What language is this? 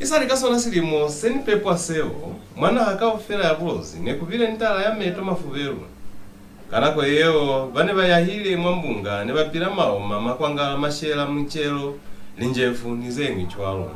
Lozi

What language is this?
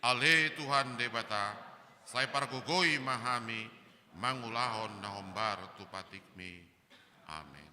Batak Toba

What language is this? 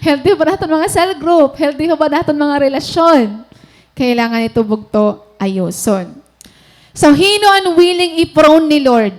Waray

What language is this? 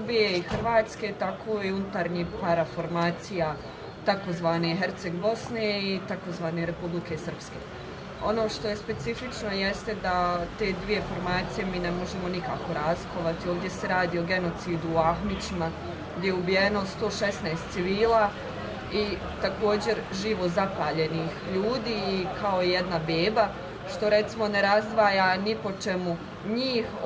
Bosnian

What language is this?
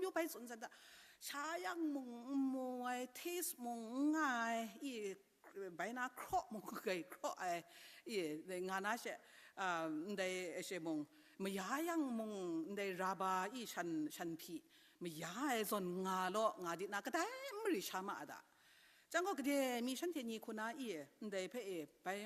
Kachin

